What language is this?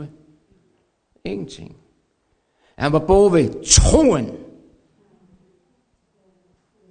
Danish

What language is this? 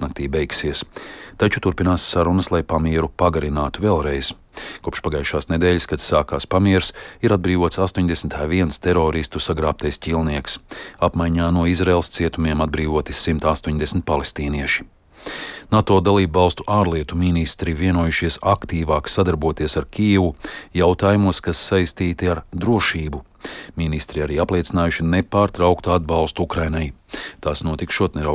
Latvian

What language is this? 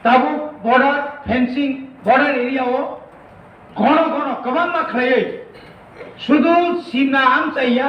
Kok Borok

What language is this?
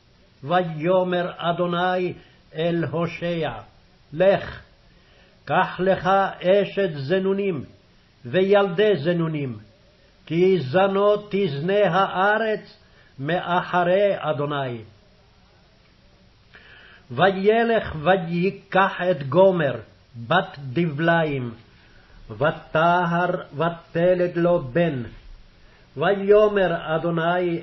Hebrew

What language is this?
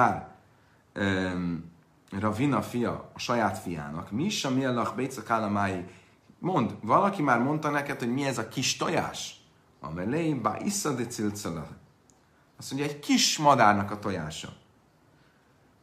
Hungarian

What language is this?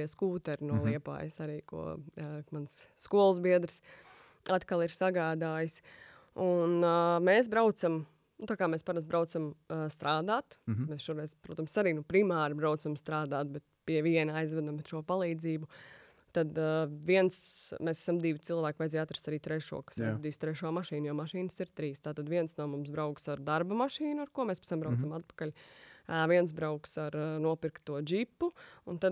Latvian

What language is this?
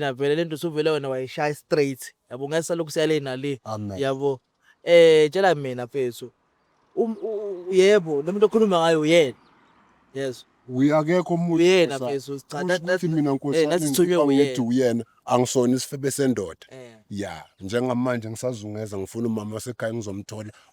Zulu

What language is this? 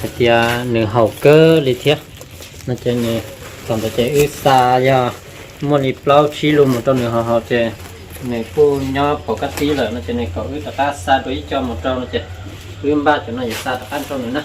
Hmong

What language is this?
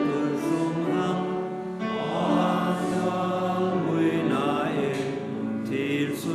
Faroese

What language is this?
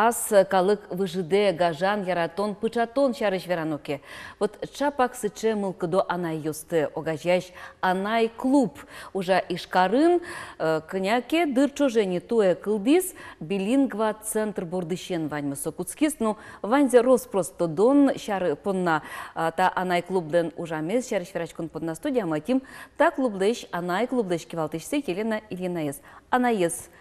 Udmurt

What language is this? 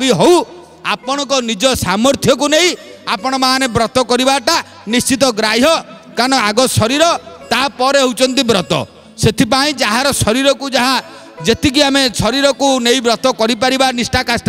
Odia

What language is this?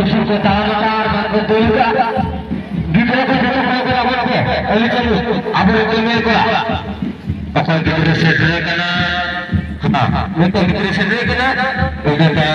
Santali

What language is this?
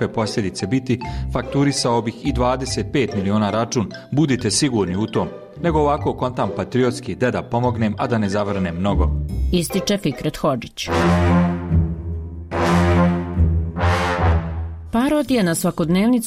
Bosnian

